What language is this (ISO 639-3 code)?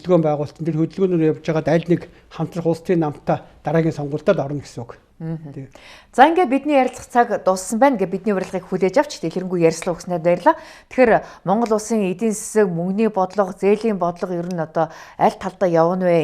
mon